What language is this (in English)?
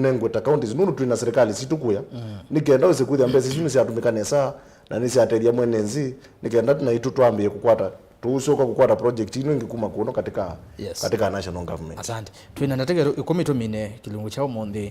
Kamba